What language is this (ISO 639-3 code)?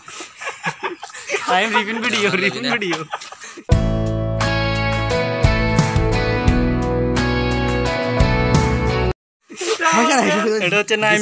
ben